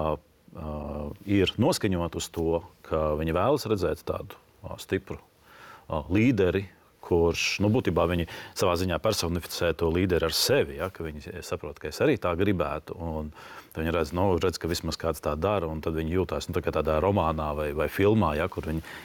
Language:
Latvian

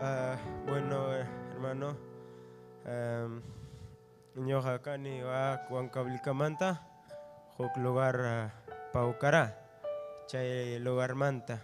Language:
Ayacucho Quechua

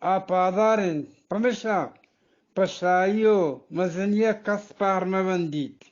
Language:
Eastern Balochi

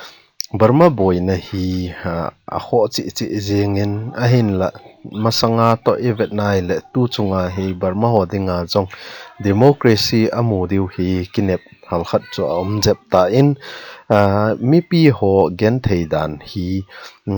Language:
Thado Chin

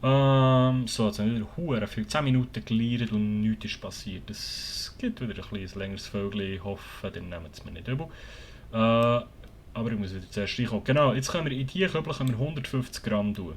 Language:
Swiss German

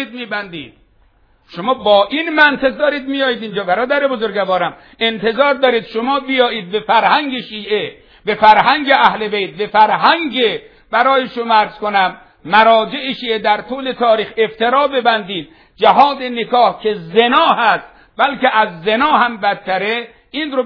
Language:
Persian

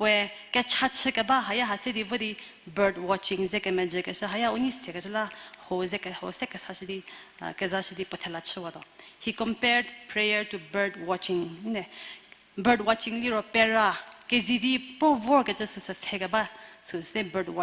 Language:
Angami Naga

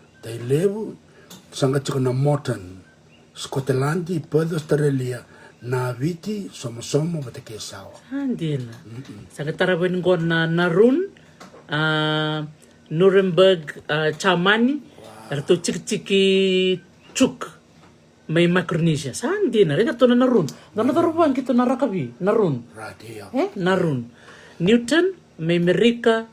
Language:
Fijian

